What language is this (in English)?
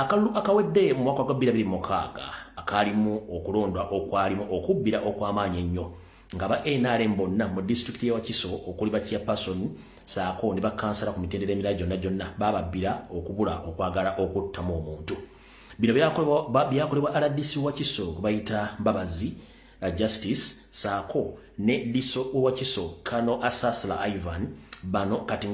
Ganda